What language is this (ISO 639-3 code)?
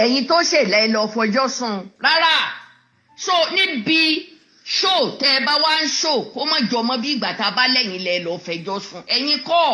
yor